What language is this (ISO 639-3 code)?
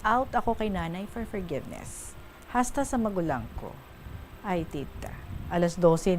hil